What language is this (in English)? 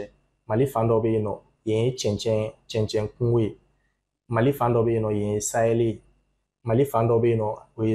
Bambara